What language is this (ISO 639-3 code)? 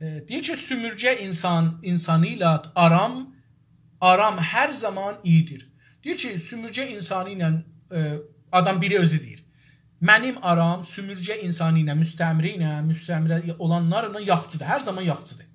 azb